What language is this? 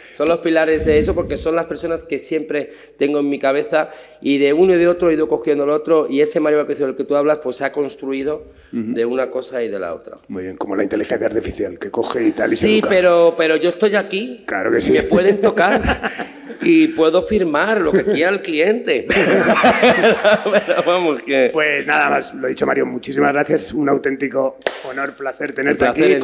Spanish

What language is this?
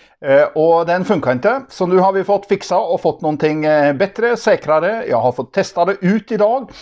Norwegian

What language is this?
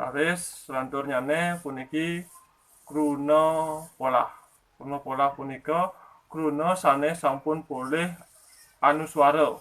Balinese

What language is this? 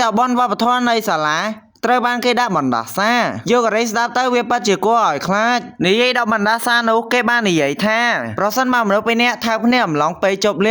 Khmer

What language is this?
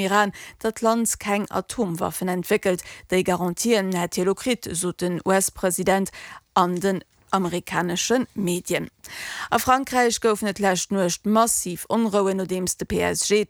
Luxembourgish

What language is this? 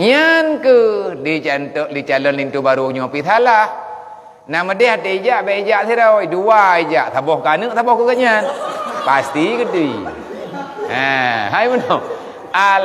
Achinese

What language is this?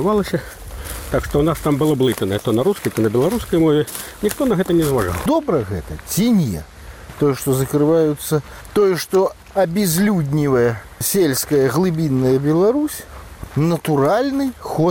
Belarusian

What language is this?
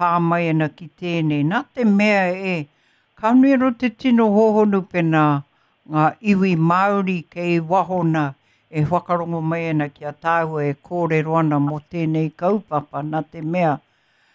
Māori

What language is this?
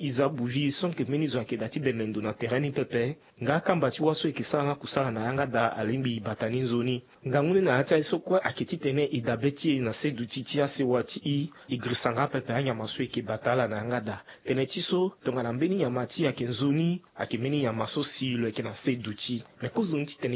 Sango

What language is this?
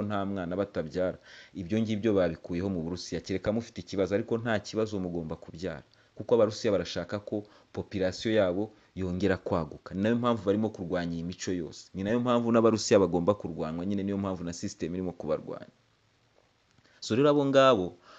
Kinyarwanda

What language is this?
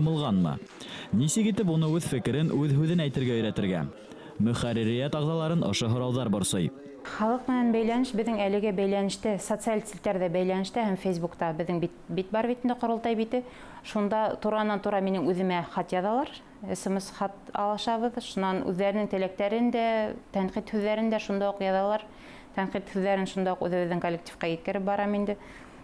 Bashkir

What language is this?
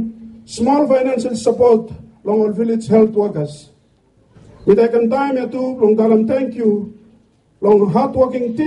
Bislama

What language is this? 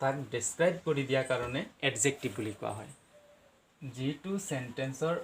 Assamese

